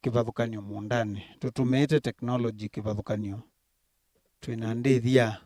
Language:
Kamba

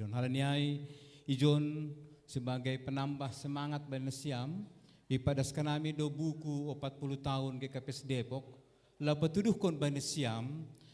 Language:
Batak Simalungun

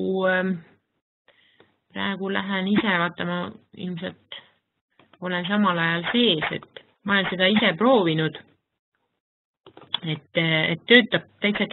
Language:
Estonian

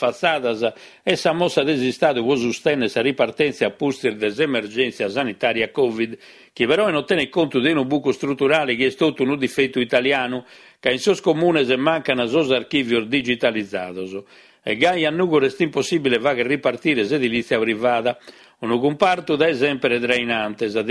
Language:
Sardinian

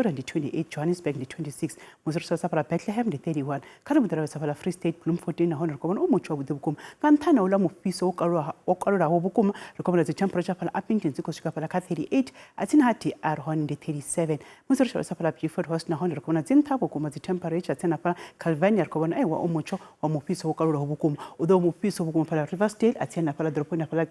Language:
Venda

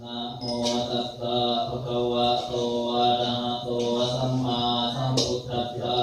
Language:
Pali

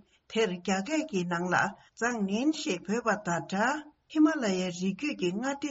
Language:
Tibetan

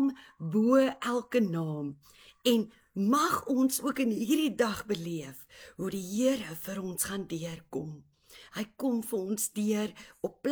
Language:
Afrikaans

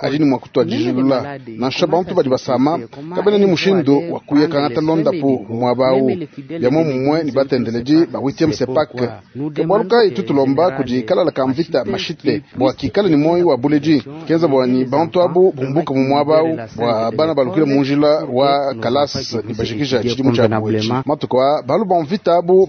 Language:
Luba-Lulua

